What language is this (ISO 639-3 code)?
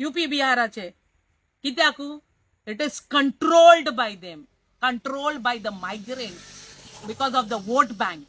kok